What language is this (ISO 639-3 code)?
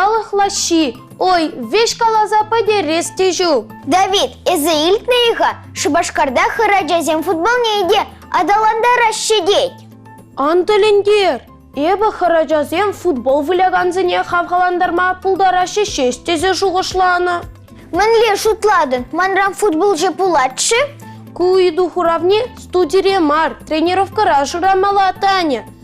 chv